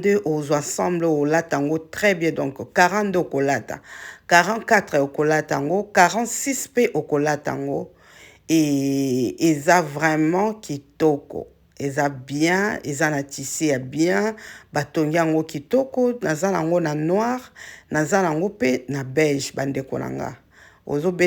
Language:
Lingala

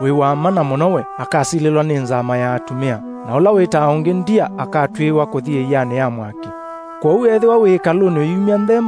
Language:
Kamba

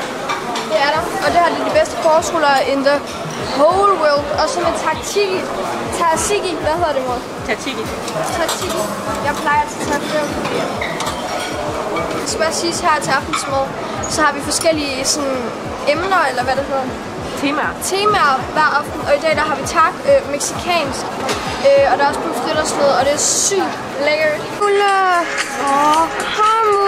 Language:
Danish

